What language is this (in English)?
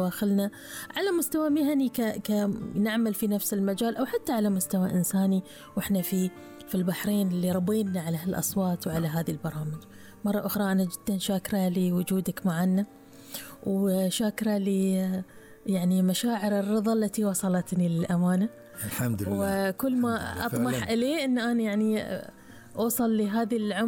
Gulf Arabic